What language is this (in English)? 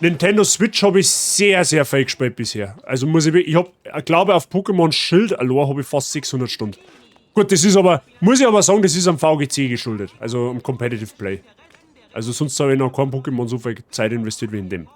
Bavarian